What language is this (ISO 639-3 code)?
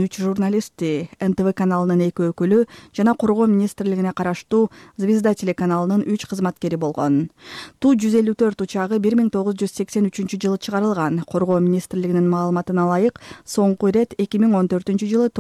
kir